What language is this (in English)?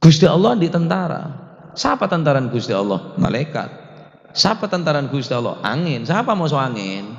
Madurese